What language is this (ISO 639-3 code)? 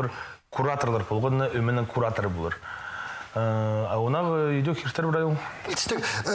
kjh